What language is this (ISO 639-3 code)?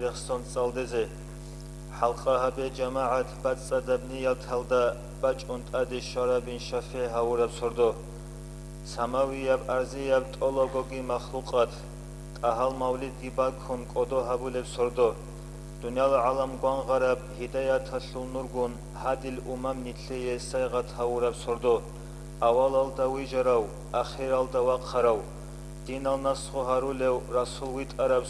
ava